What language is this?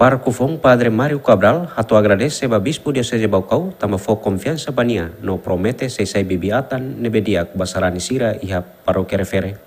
Tetum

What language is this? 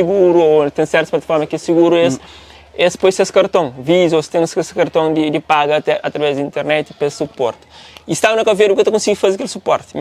Kabuverdianu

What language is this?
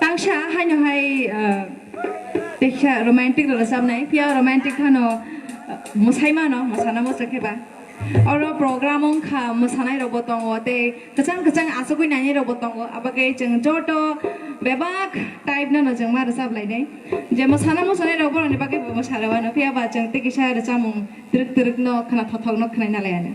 Kok Borok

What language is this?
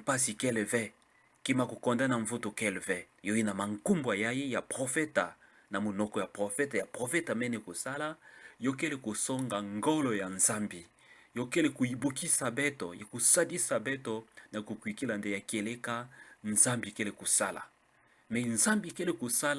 Kituba (Democratic Republic of Congo)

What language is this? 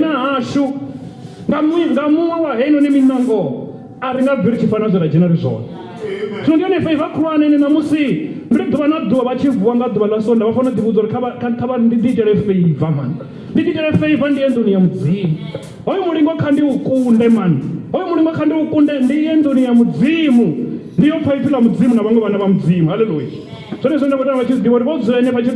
Venda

